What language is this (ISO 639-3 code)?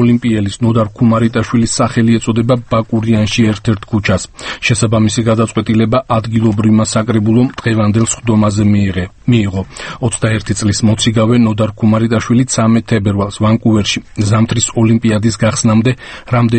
kat